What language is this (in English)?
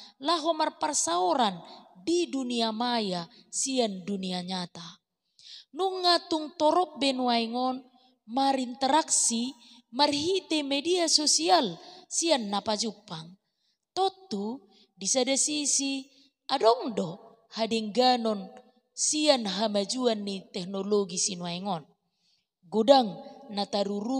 Batak Toba